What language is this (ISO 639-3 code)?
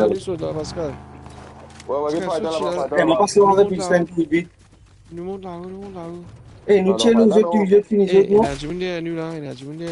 mfe